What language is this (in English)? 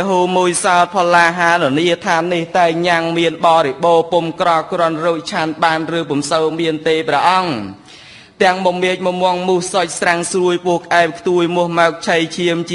Khmer